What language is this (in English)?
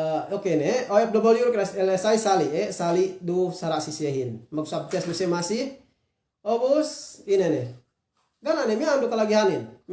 Yakan